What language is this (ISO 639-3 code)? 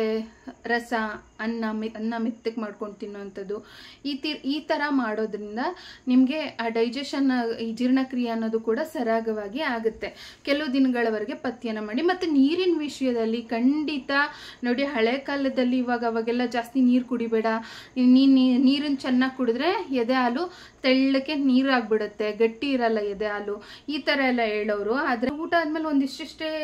kan